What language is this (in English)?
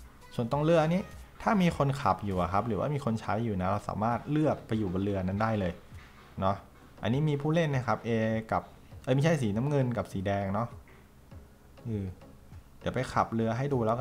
Thai